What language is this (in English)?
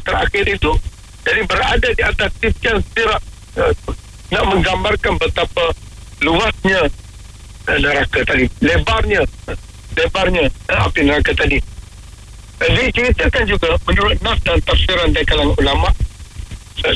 Malay